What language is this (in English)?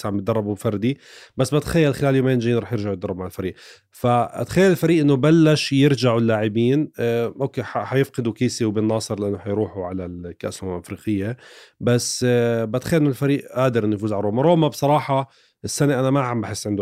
North Levantine Arabic